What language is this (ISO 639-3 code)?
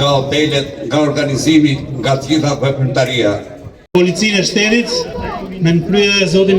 sqi